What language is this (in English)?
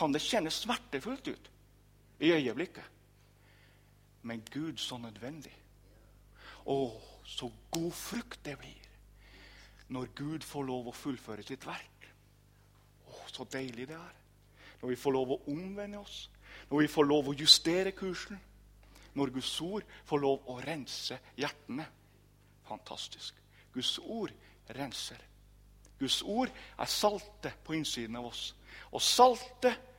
Norwegian